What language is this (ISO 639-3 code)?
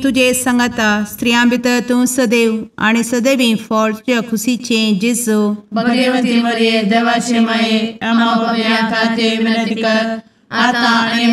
kok